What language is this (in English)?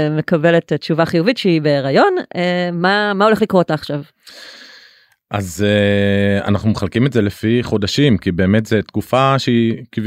Hebrew